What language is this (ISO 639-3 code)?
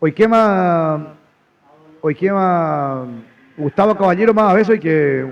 grn